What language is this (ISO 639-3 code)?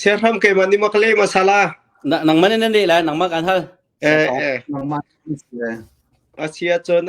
cnh